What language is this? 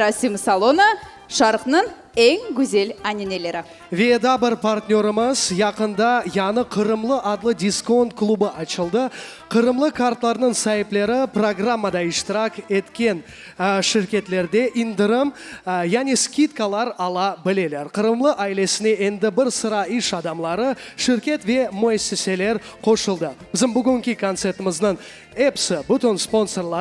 Crimean Tatar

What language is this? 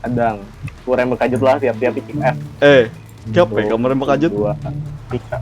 Banjar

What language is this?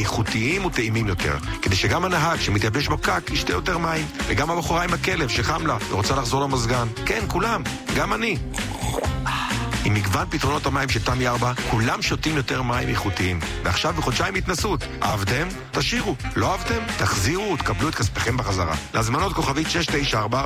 Hebrew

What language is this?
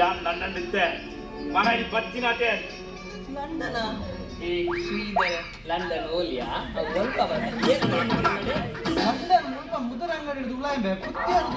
Tulu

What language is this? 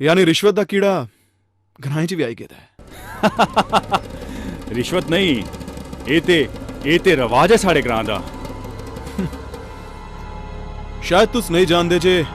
Dogri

